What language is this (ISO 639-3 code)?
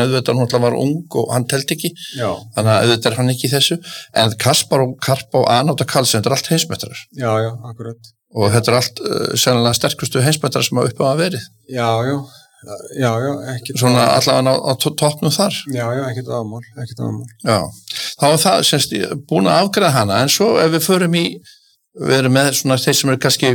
isl